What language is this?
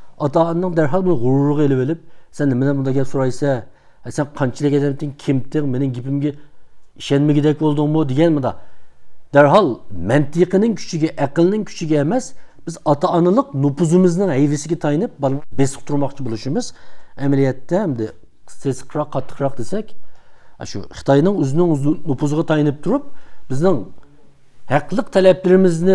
Uyghur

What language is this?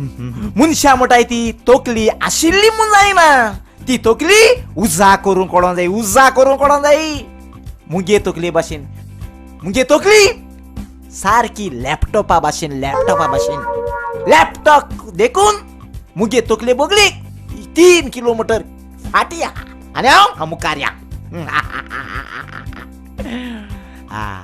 Konkani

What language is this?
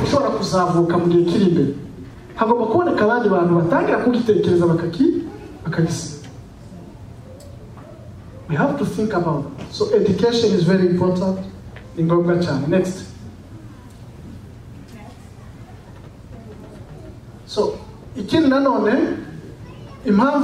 Kinyarwanda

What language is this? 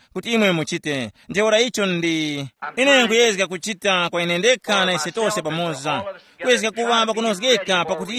Tumbuka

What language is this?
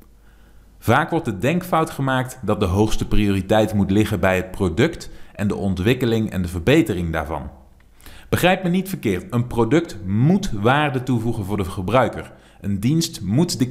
Dutch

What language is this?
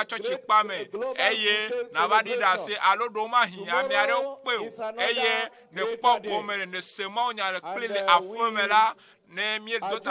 Ewe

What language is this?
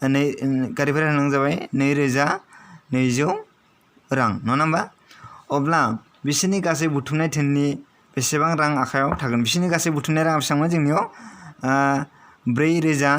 Bodo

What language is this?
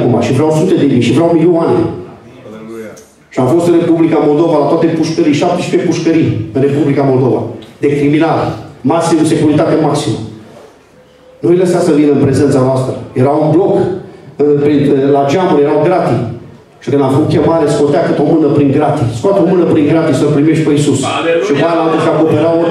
Romanian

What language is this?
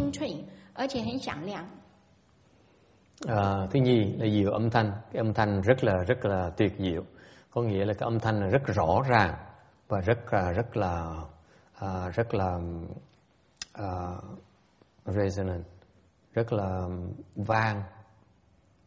Vietnamese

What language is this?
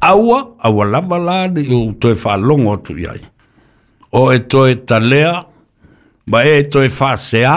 Samoan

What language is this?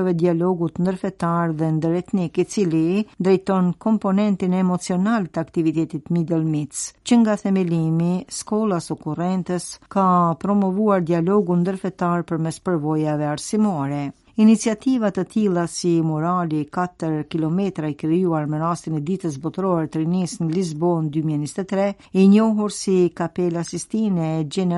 Albanian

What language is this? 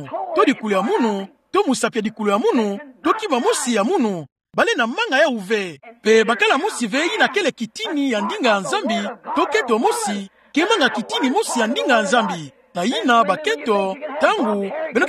Kituba (Democratic Republic of Congo)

